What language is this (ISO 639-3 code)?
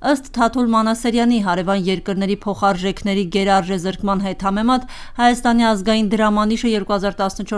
hye